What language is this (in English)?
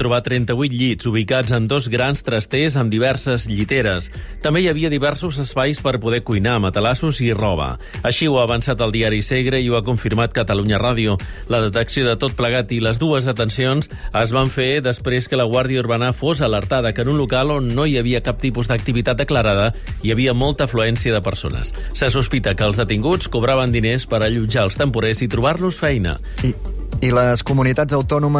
Catalan